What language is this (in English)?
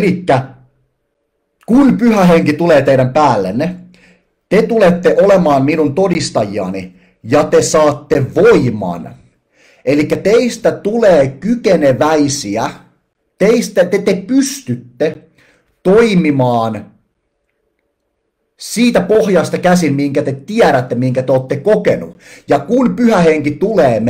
Finnish